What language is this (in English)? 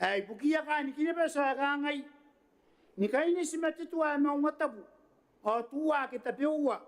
Gilbertese